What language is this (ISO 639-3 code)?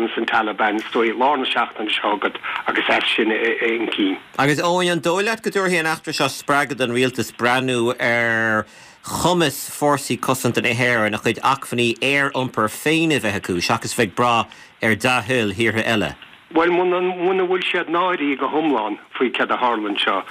gle